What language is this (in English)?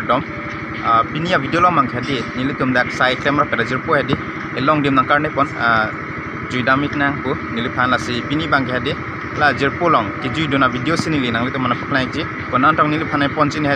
Karbi